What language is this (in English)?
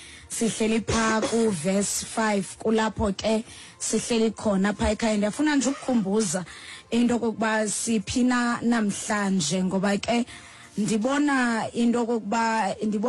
Xhosa